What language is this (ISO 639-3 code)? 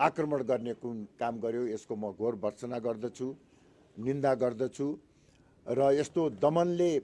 nep